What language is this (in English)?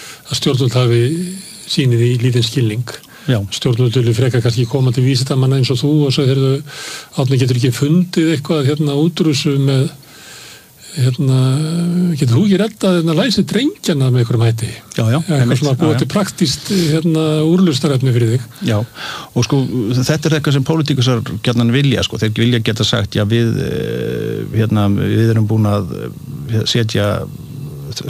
Icelandic